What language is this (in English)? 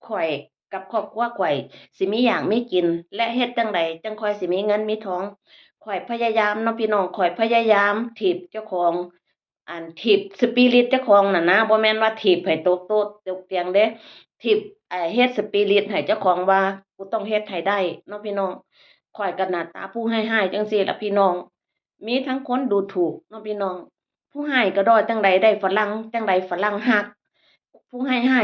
Northeastern Thai